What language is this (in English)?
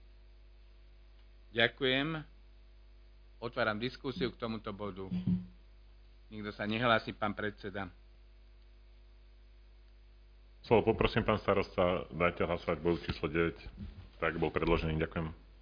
Slovak